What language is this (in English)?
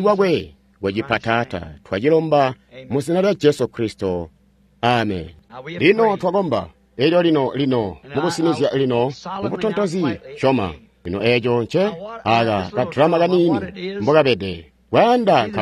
Tonga (Zambia)